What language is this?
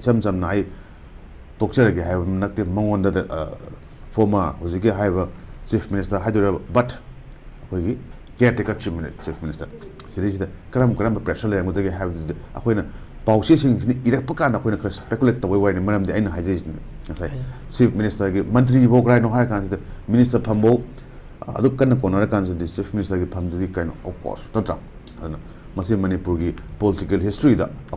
Manipuri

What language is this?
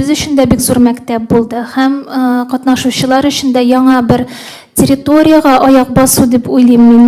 Tatar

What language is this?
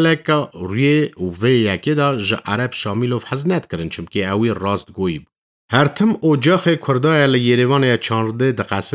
Kurdish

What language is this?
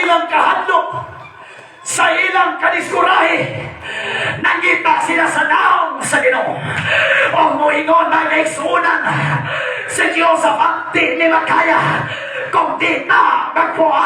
Cebuano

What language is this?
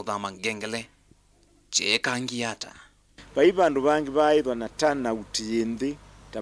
Kamba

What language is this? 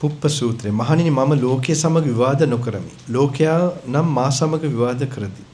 Sinhala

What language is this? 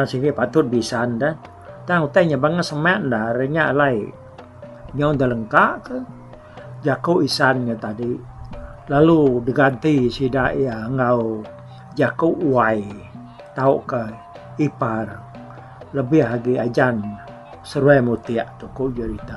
Iban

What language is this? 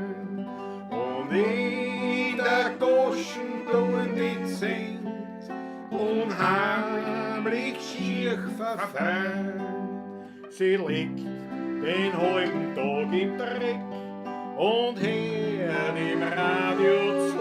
Bavarian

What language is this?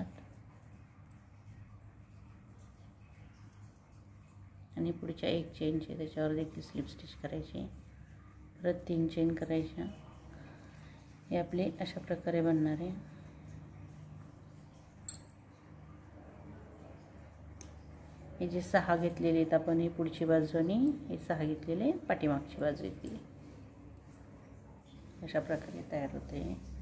Marathi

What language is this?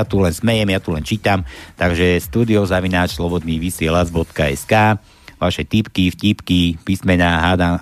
Slovak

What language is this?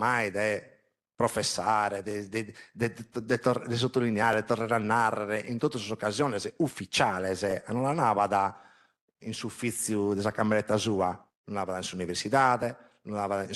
Sardinian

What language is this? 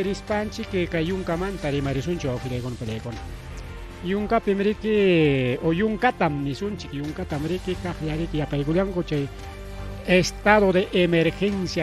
Ayacucho Quechua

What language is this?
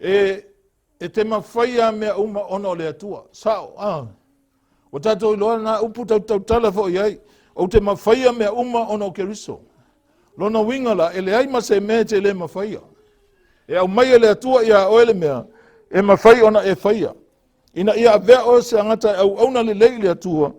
Samoan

